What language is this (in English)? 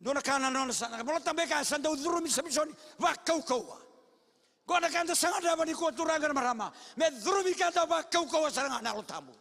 Fijian